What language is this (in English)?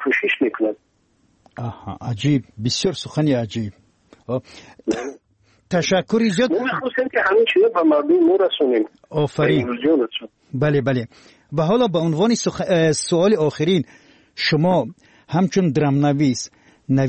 Persian